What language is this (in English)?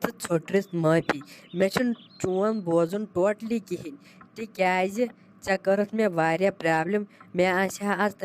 Kashmiri